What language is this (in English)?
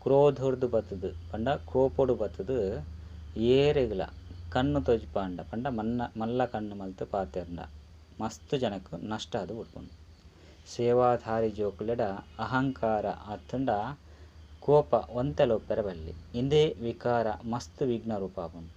Tulu